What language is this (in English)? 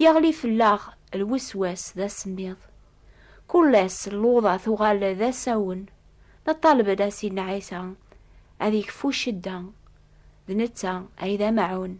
Kabyle